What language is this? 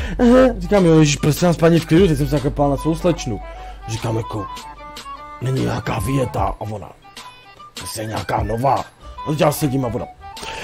Czech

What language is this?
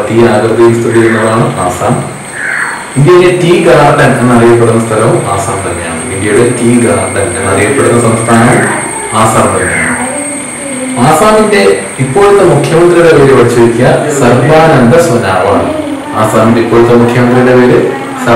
Malayalam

